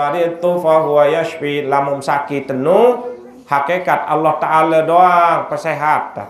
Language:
Sasak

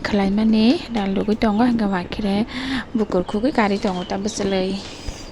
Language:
Kok Borok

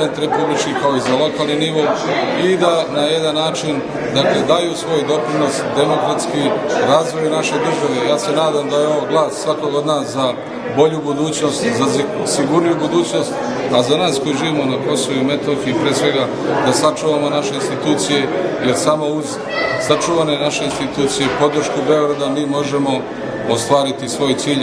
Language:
Serbian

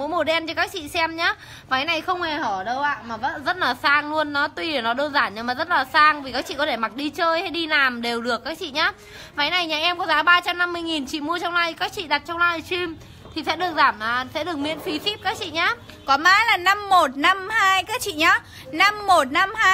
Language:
Vietnamese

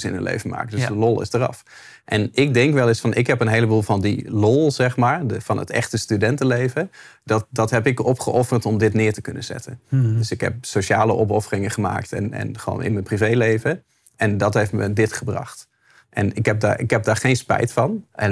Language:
Dutch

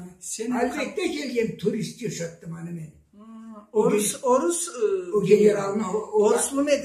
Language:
Karachay-Balkar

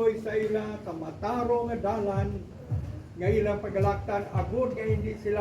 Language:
Hiligaynon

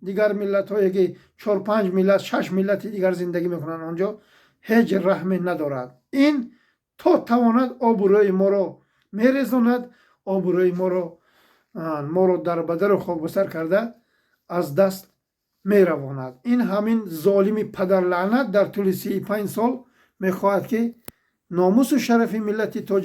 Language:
Tajik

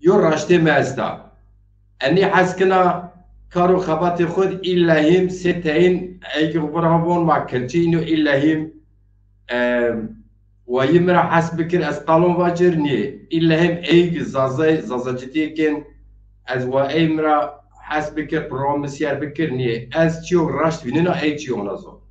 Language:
Zaza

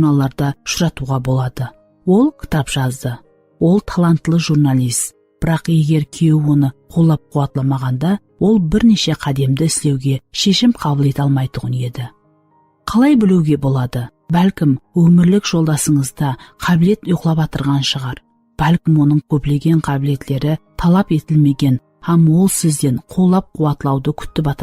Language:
Kara-Kalpak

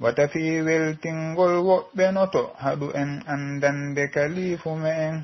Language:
Pular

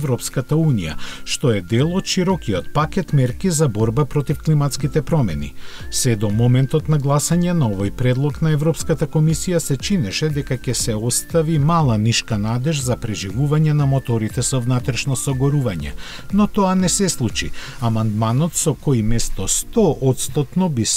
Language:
Macedonian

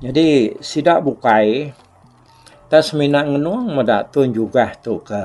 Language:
Iban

